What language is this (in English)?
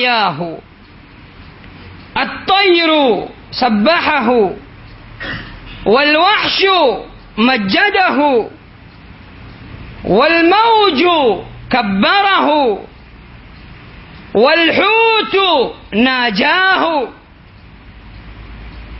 Swahili